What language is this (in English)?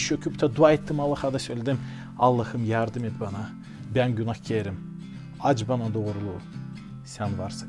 Gagauz